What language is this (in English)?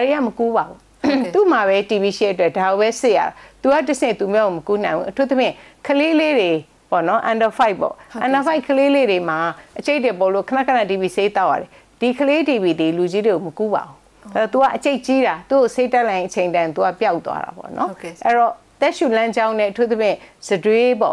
Burmese